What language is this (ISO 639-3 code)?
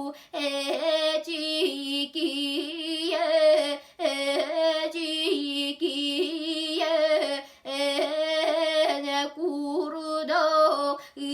sah